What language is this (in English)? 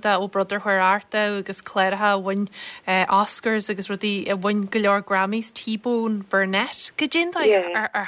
Irish